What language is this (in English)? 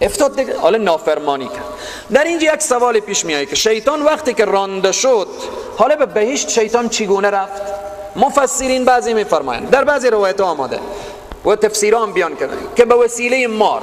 Persian